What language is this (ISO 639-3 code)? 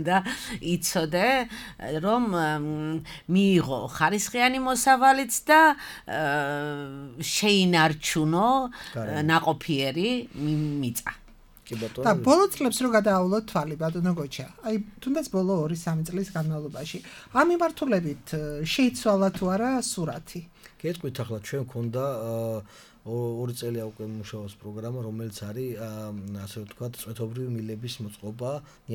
kat